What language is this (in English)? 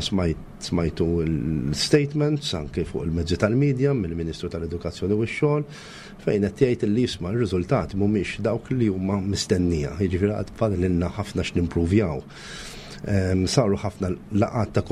Maltese